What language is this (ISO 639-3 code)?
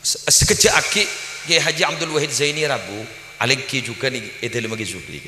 mad